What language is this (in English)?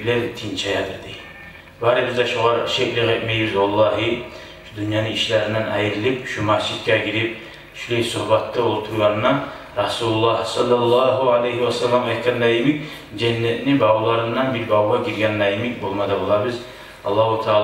Kumyk